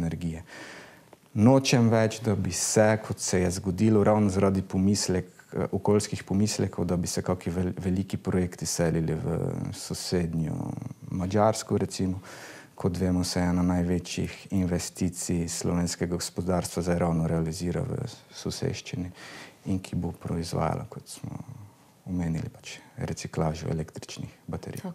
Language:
Slovenian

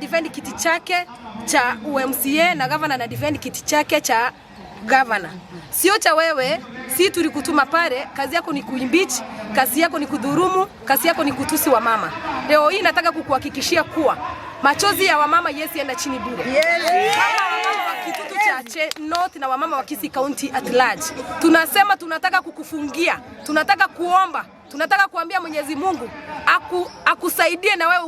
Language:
Gusii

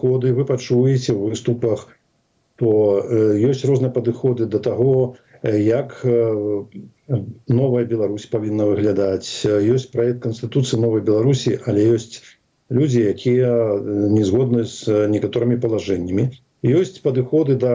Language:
Belarusian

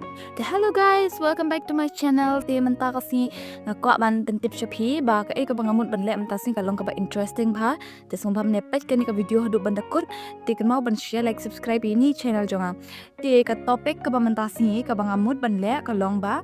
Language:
Khasi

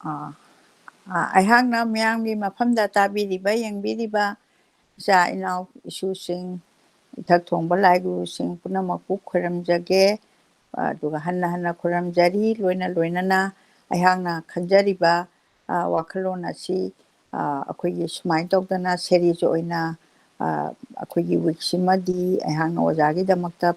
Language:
Manipuri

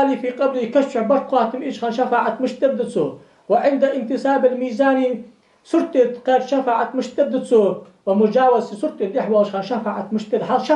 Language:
Ingush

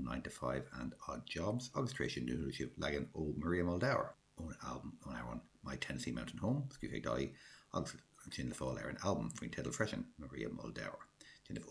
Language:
Irish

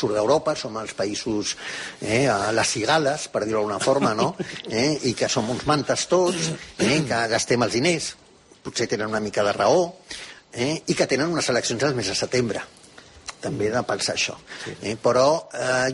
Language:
Catalan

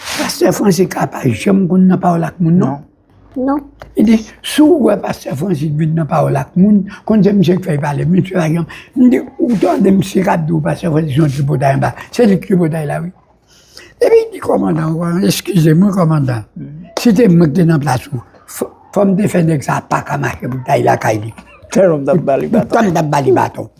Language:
Haitian Creole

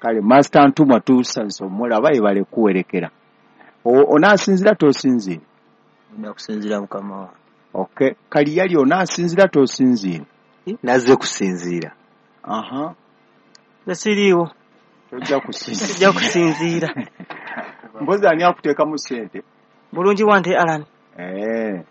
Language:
Ganda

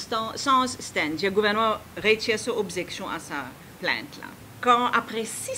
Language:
Morisyen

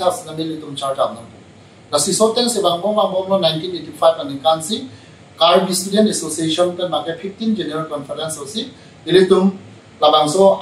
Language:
Karbi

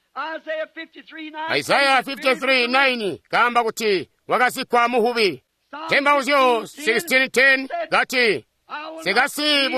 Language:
Tonga (Zambia)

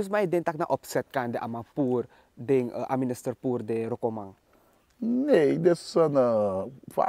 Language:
Sranan Tongo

